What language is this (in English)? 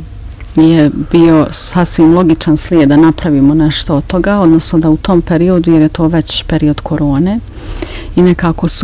Bosnian